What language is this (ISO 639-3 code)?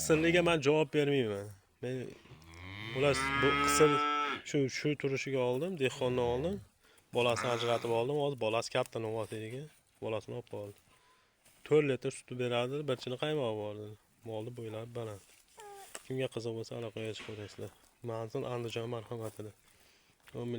uzb